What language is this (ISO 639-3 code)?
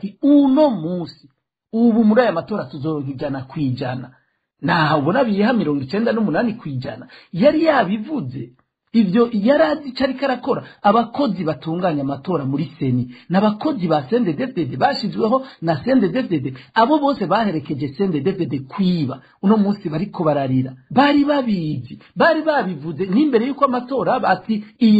run